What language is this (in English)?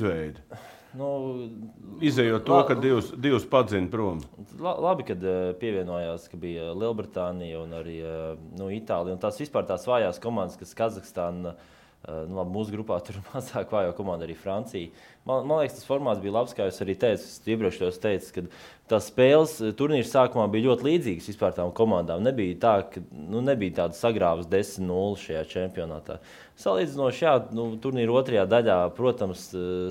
Latvian